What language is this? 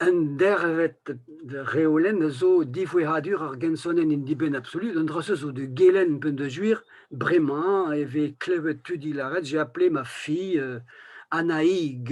Breton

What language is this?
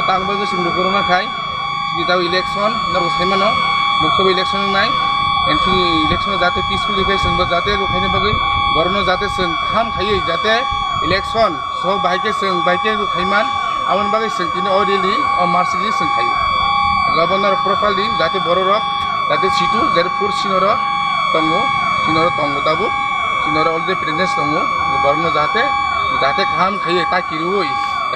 Kok Borok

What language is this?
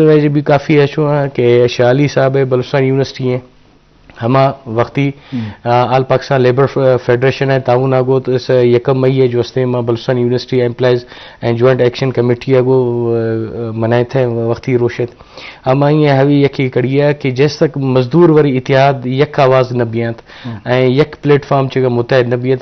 Eastern Balochi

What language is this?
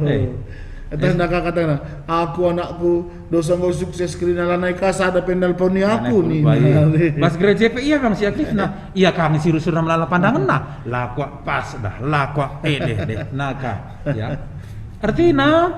Batak Karo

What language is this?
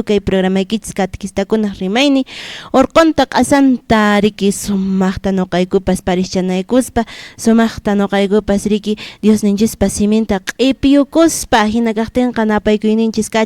Quechua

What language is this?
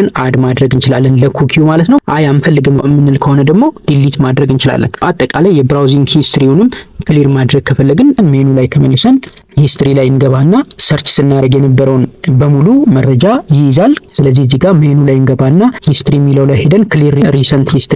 Amharic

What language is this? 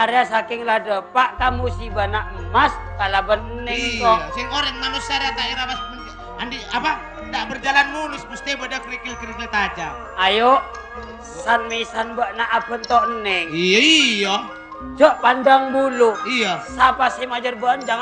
Madurese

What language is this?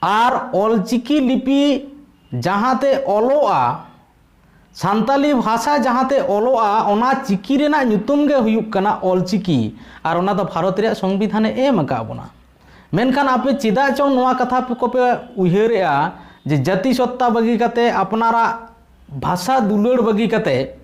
Santali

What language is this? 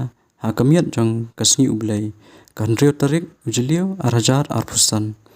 Khasi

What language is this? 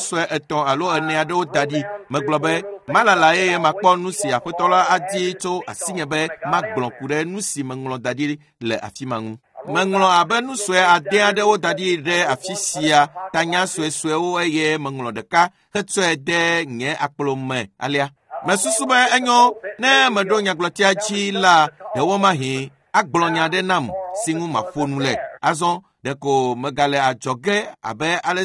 Ewe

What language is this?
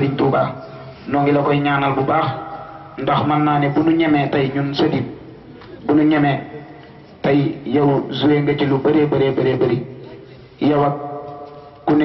Wolof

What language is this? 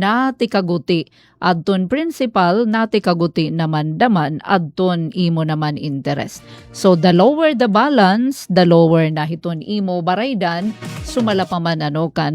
Waray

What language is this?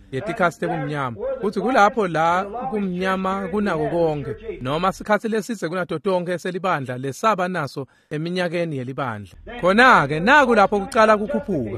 Swati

